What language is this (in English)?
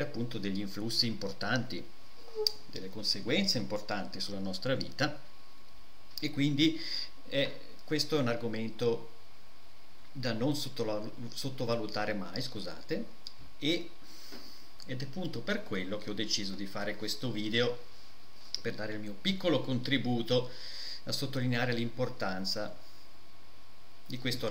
Italian